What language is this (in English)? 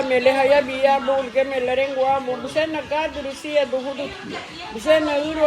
Garifuna